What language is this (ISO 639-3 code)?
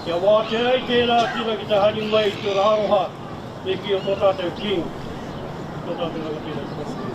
mri